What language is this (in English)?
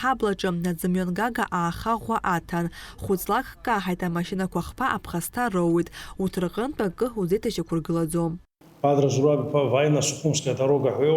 Abkhazian